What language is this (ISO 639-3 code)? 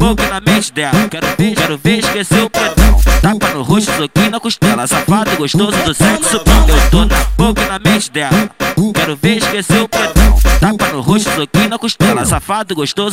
por